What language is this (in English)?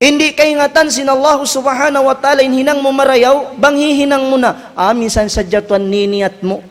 Tausug